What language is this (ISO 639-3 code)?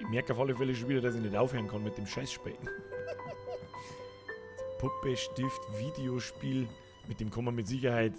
bar